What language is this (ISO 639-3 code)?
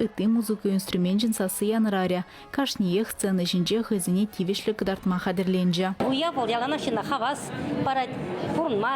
chv